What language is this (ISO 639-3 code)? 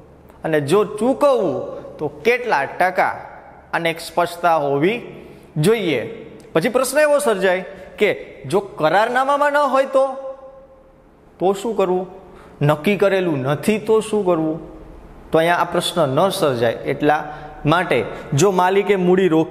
guj